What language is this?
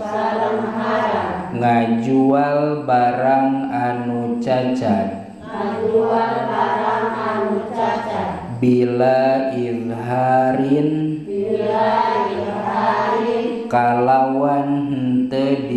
Sundanese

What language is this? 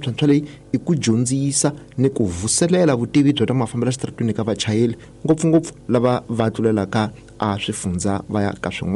Tsonga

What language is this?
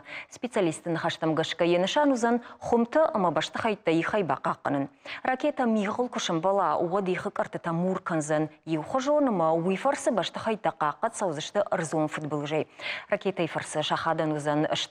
Ossetic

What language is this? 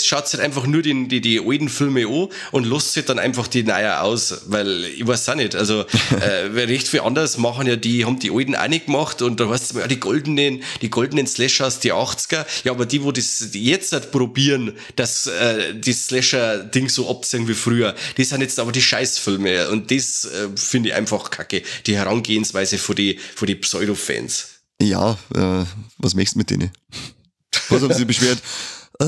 Bavarian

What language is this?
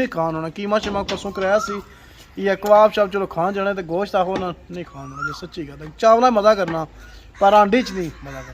Pahari-Potwari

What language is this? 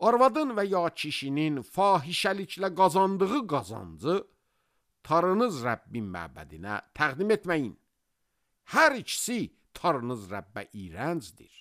Azerbaijani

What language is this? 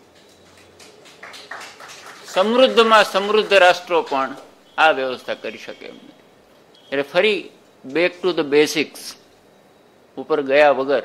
Gujarati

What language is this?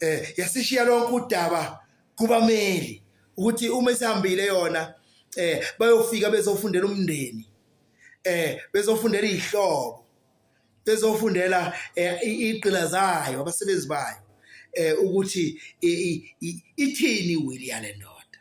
Zulu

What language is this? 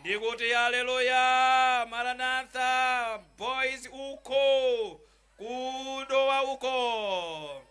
Nyanja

